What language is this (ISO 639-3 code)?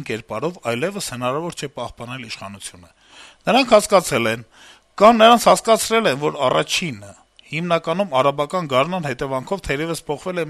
hye